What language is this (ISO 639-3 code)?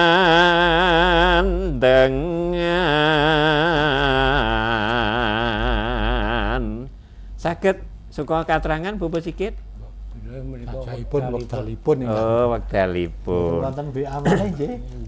jav